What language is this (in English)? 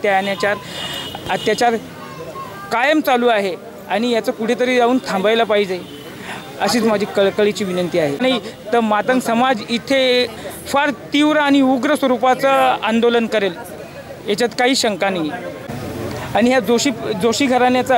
Marathi